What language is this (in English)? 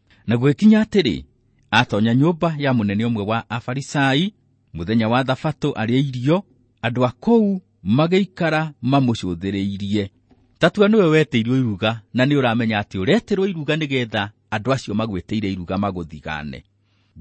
Kikuyu